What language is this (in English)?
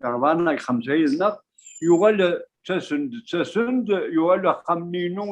Kabyle